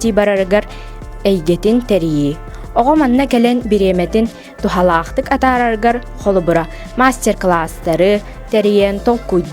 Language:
Yakut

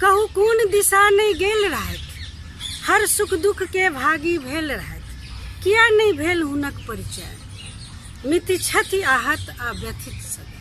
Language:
Maithili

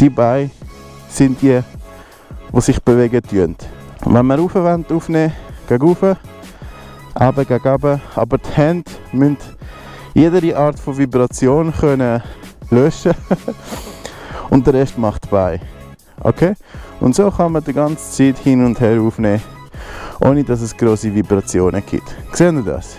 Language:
Swiss German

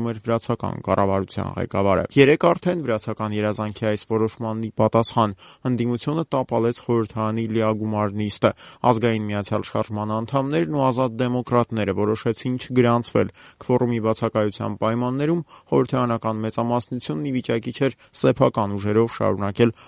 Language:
Armenian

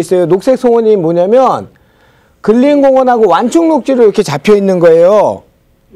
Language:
Korean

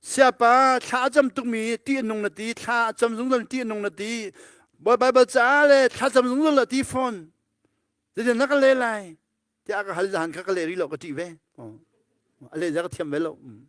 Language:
Hakha Chin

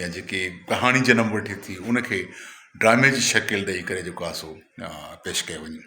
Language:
Sindhi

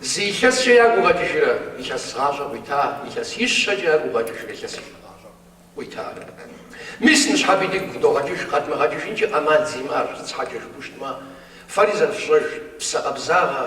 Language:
Kabardian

